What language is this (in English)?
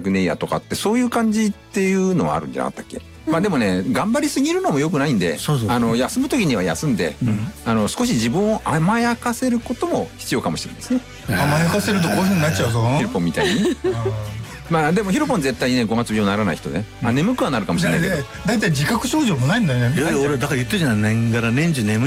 Japanese